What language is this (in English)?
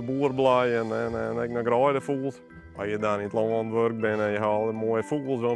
Western Frisian